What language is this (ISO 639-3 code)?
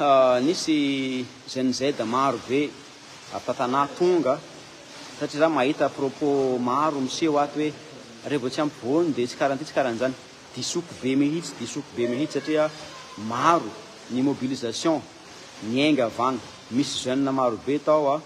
mlg